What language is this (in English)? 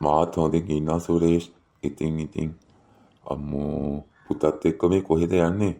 Sinhala